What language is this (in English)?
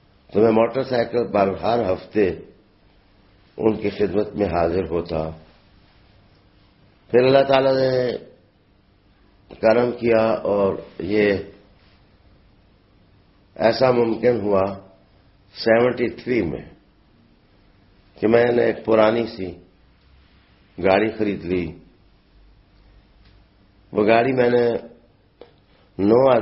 Urdu